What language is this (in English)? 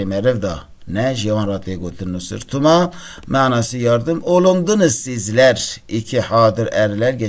Kurdish